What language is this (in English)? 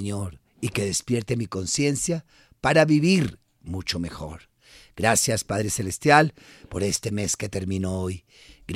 Spanish